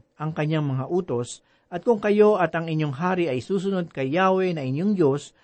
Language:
Filipino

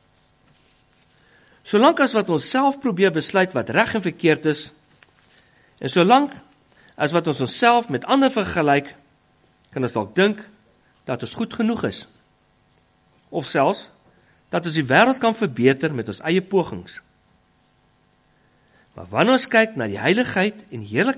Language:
Afrikaans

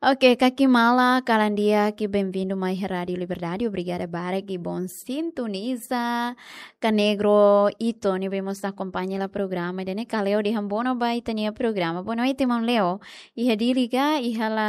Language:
Tetum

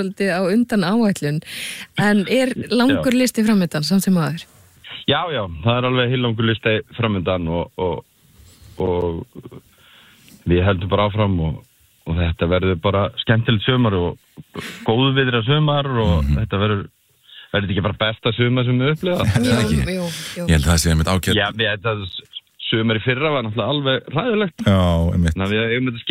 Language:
Icelandic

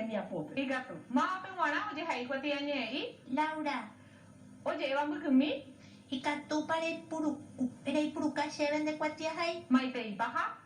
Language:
Guarani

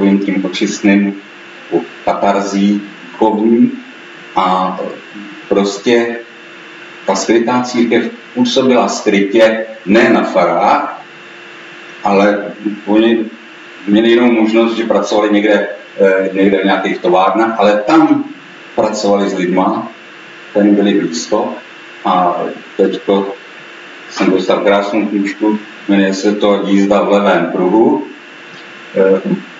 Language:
Czech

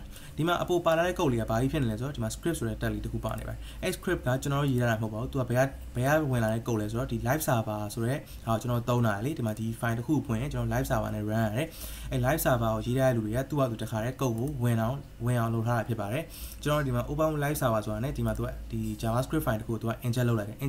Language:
Burmese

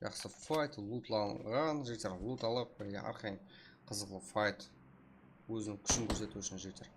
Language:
Kara-Kalpak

